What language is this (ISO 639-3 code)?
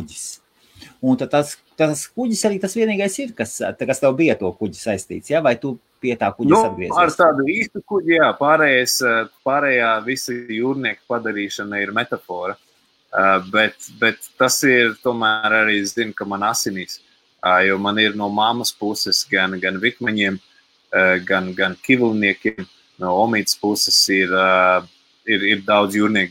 lav